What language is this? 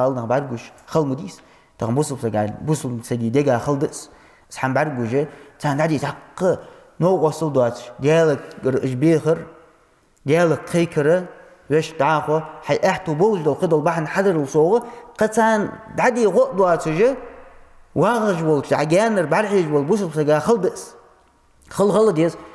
Ingush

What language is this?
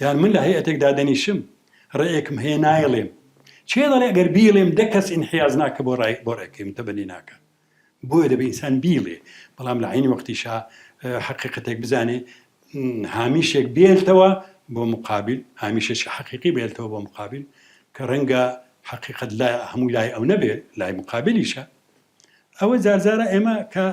Central Kurdish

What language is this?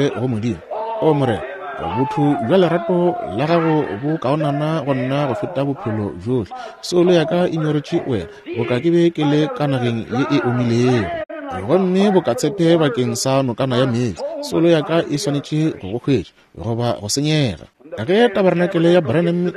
Northern Sotho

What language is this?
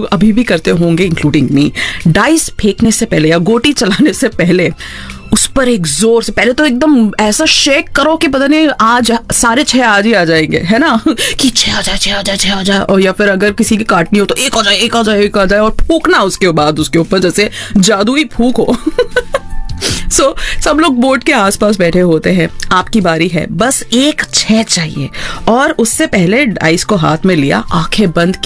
Hindi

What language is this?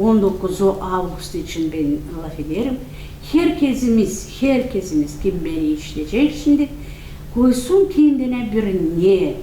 Gagauz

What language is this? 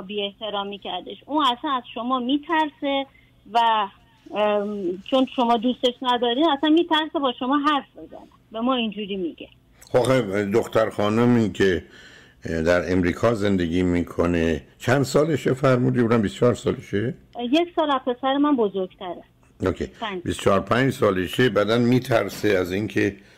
Persian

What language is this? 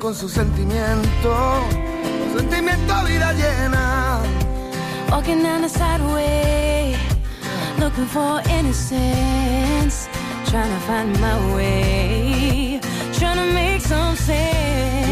Catalan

